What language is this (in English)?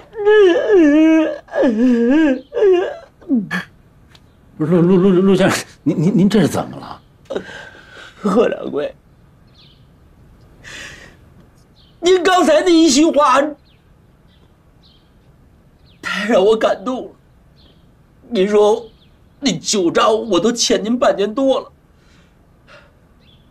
Chinese